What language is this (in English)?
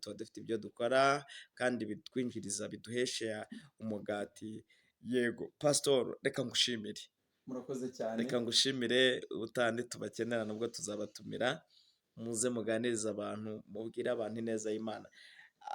Kinyarwanda